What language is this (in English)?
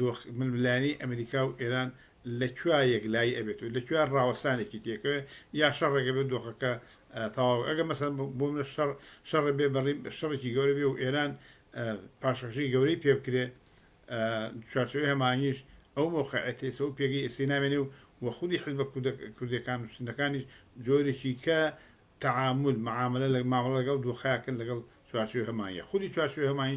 Central Kurdish